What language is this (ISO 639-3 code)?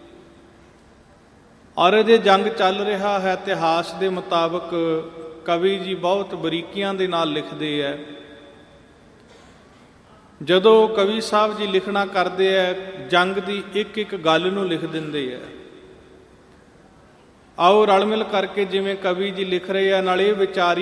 pan